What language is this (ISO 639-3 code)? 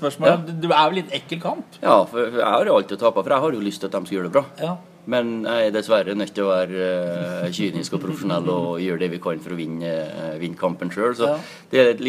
nor